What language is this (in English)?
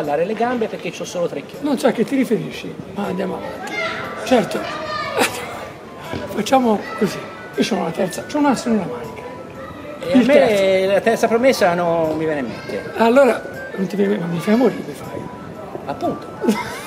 Italian